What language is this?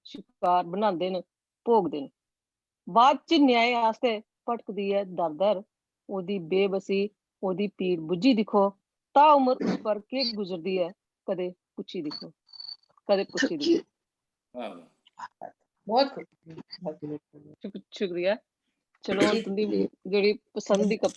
Dogri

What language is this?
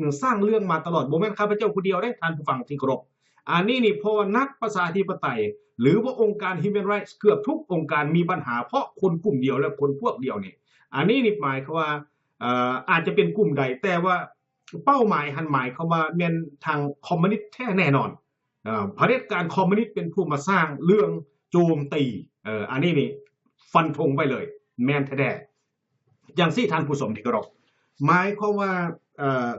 Lao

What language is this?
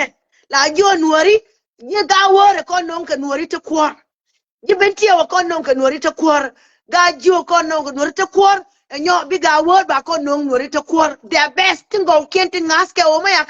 Nuer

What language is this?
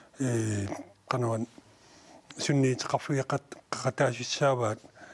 Kalaallisut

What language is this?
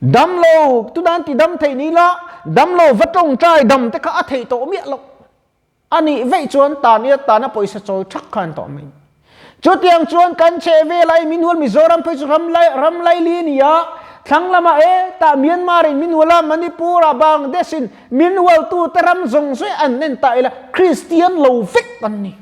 Mizo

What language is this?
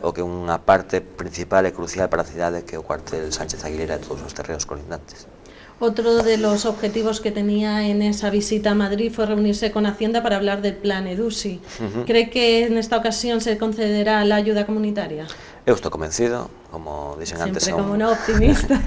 Galician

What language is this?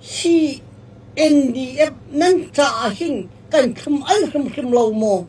Hakha Chin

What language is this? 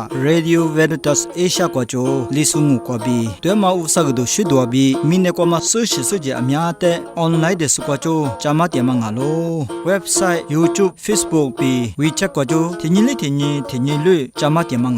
Lisu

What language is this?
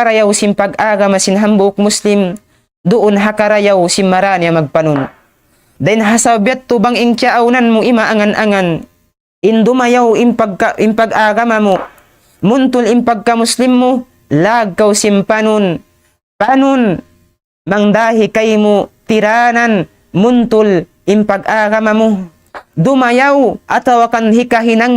Tausug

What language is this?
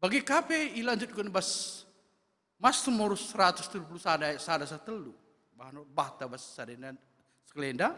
Batak Karo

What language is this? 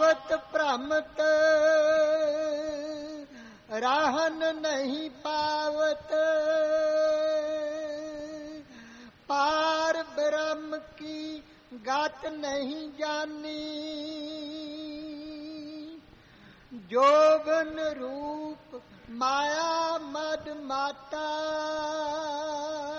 Punjabi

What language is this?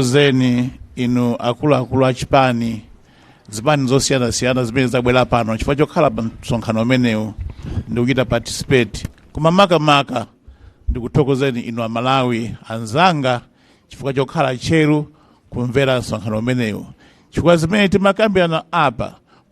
Nyanja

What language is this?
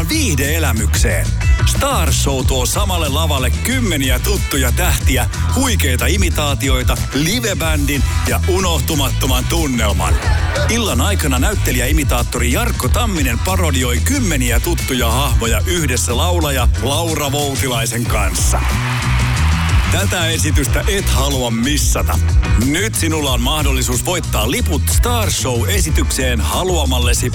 Finnish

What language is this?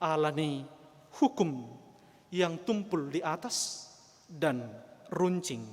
Batak Toba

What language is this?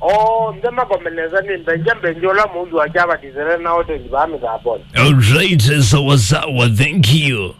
Kamba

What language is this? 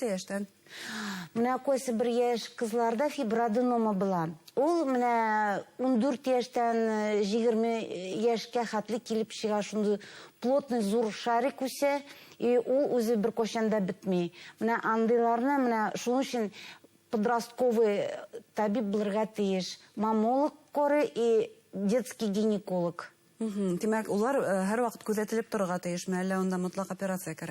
Bashkir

